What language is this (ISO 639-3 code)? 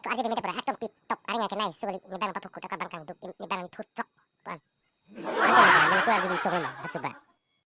mjw